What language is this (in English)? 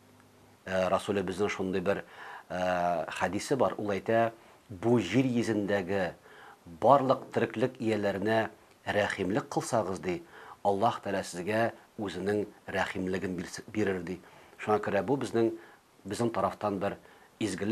Tatar